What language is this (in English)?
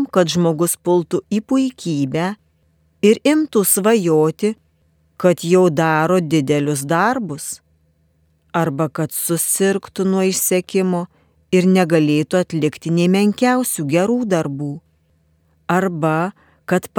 Lithuanian